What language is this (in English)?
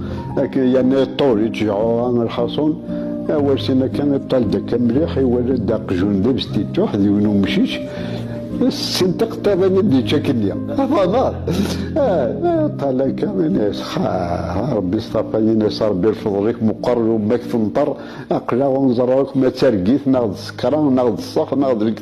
Kabyle